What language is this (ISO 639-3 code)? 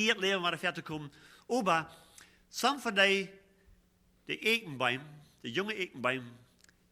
pdt